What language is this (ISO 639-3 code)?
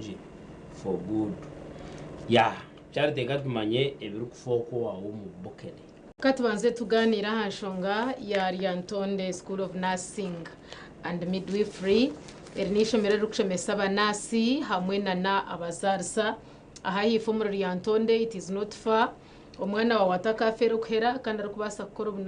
nyn